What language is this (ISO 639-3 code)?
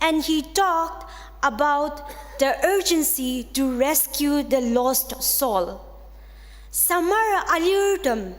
njo